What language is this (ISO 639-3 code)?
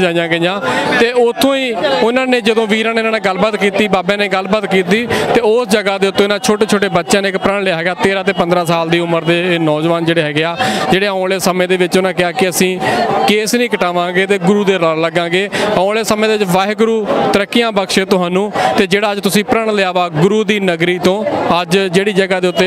pan